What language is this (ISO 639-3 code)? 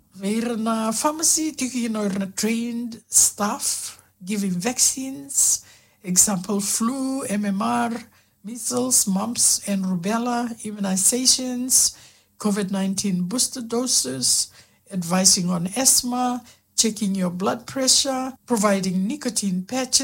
fij